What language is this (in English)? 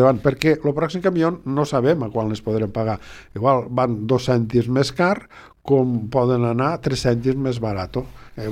Catalan